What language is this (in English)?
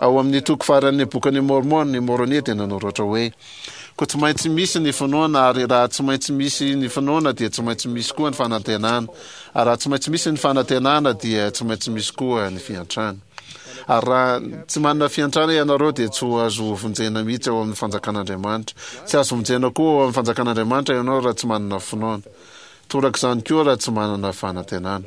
Malagasy